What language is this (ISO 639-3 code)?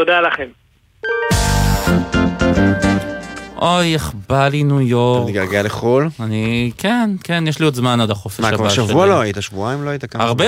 heb